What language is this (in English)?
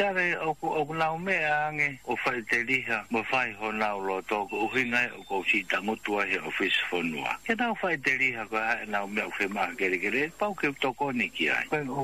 Tongan